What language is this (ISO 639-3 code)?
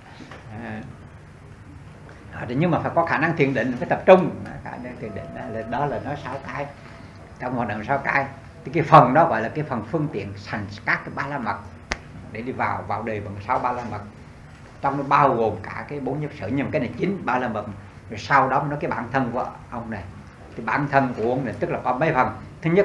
vie